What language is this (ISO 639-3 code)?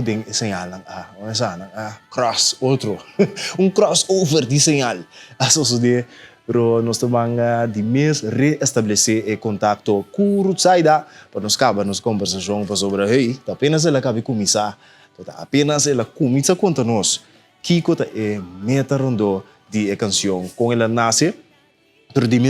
pap